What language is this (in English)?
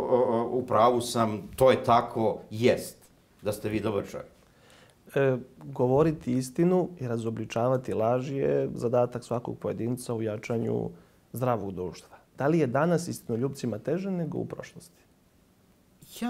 Serbian